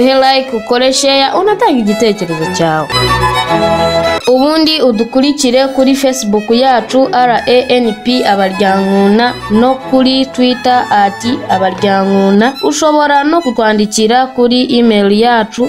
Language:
Kinyarwanda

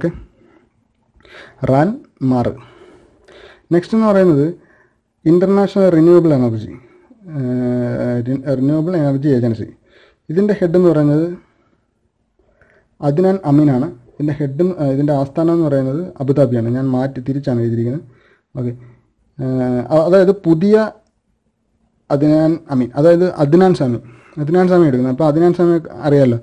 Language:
Malayalam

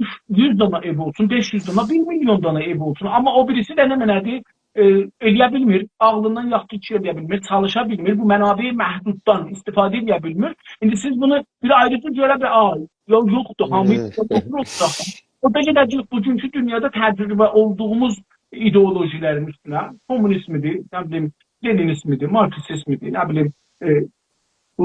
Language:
South Azerbaijani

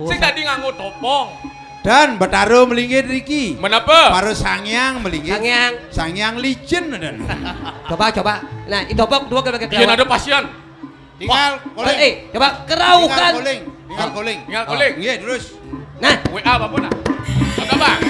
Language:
Balinese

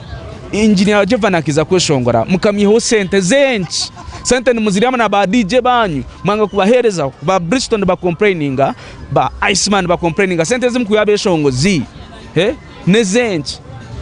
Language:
Nyankole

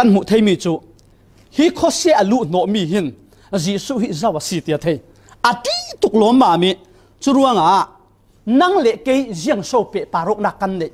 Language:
Falam Chin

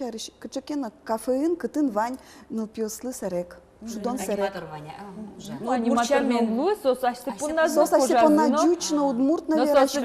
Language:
Udmurt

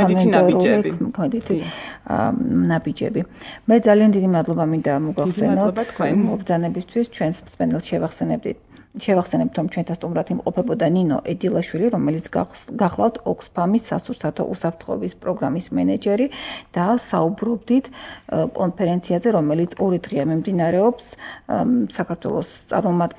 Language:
Georgian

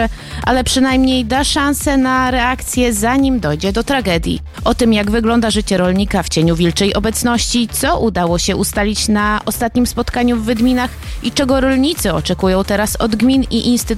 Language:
Polish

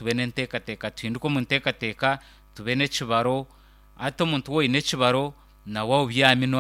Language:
Nyankole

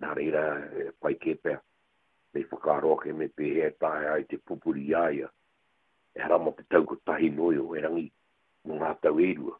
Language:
Māori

